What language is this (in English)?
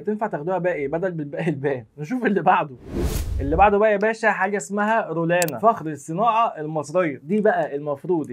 Egyptian Arabic